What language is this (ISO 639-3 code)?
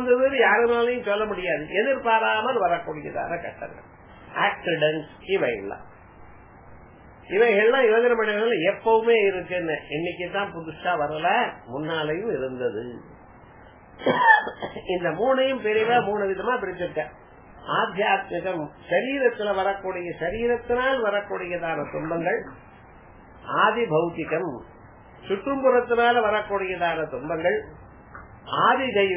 tam